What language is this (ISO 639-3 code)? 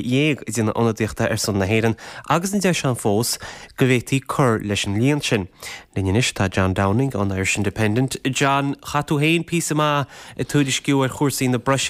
gle